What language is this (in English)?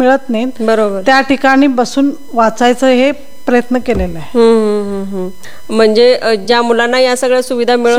Marathi